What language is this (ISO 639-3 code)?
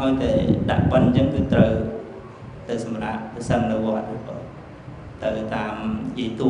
khm